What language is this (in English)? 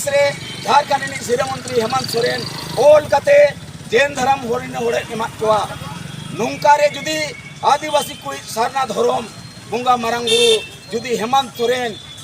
Santali